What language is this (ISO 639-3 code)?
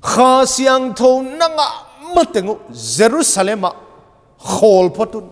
pck